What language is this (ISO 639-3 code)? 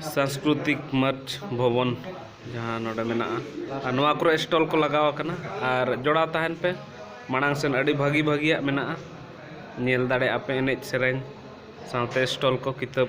sat